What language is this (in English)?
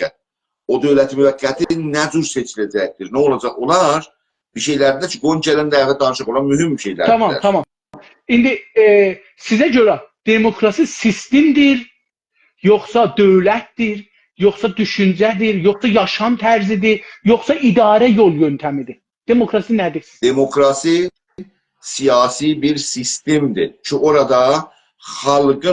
South Azerbaijani